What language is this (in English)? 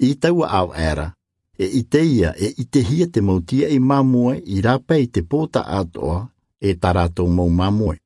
Tahitian